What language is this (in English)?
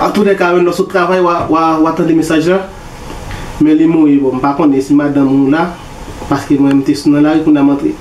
Haitian Creole